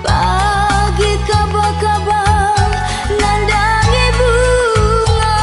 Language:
Batak Karo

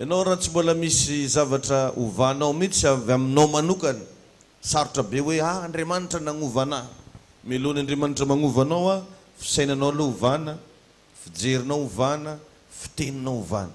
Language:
Malagasy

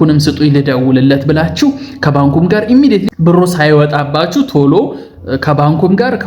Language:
Amharic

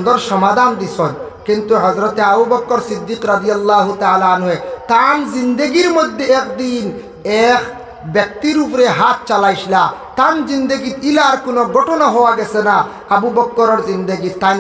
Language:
Sylheti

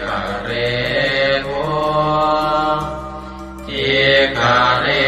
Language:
Pali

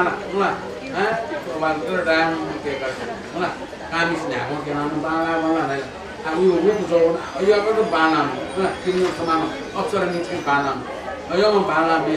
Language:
Newari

